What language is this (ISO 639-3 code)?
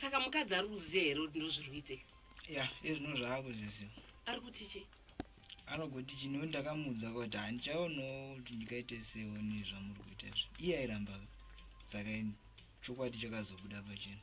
sna